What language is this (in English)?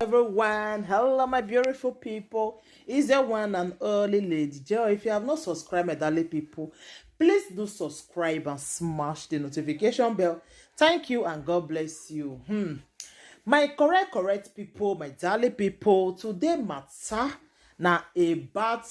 Nigerian Pidgin